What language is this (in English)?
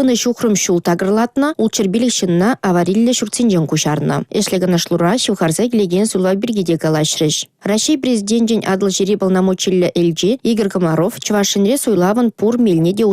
Chuvash